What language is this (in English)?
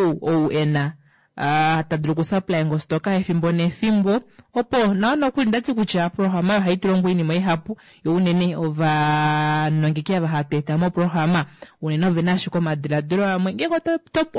Kuanyama